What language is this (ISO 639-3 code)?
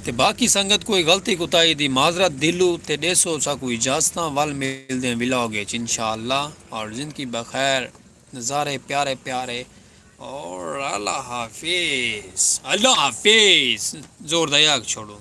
skr